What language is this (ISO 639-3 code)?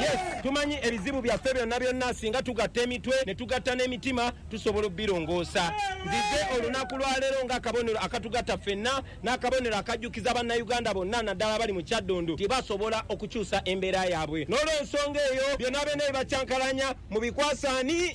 lug